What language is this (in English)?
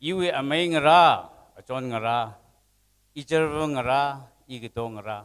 Tangkhul Naga (India)